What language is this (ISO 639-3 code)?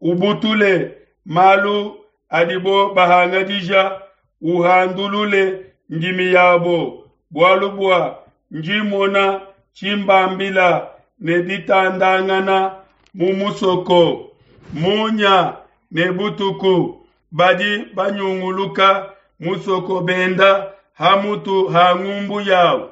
lua